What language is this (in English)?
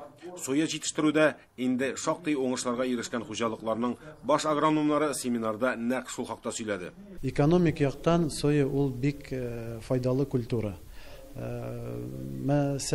Tatar